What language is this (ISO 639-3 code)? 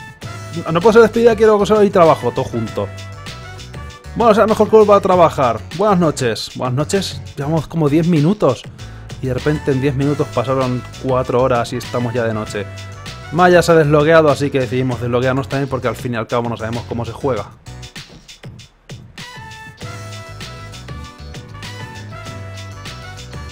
spa